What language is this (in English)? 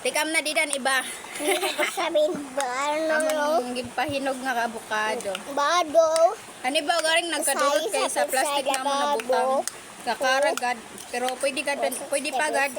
Waray